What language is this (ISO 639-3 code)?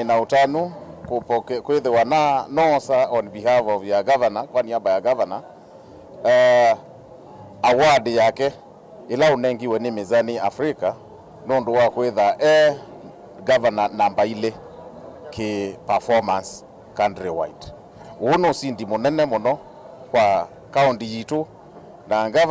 kam